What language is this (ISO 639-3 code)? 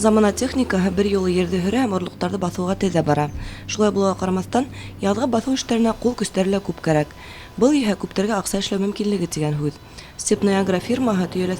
bak